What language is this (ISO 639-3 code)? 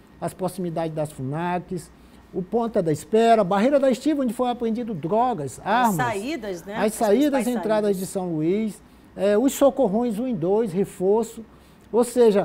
por